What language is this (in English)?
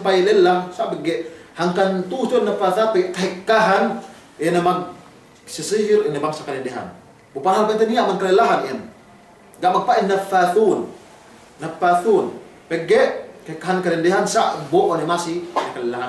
Yakan